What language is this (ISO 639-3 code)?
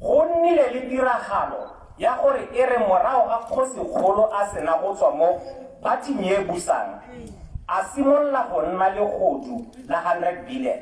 tsn